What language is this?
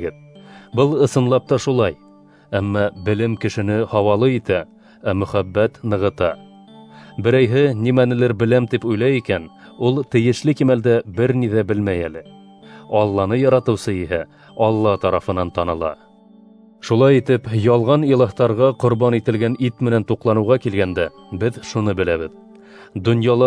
Bashkir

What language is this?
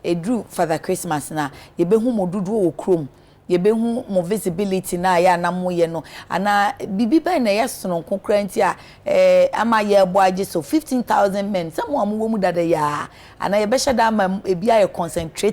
Akan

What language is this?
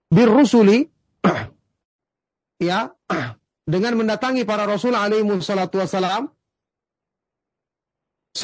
Indonesian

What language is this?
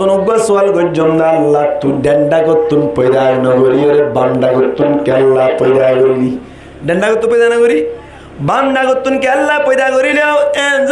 Rohingya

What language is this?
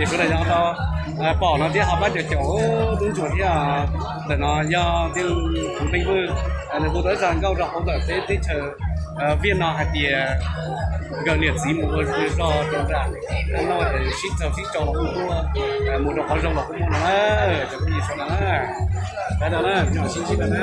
Hmong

